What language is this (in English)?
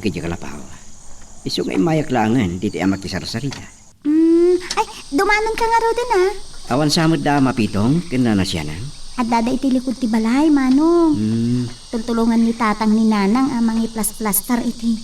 Iloko